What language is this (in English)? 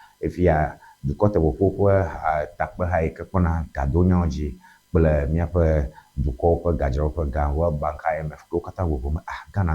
Ewe